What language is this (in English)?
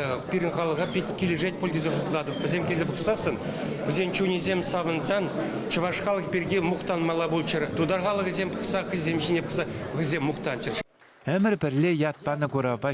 Chuvash